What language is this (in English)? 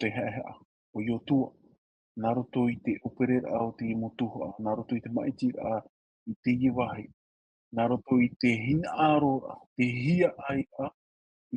Tahitian